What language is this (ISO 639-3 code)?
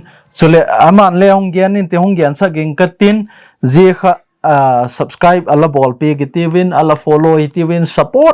tcz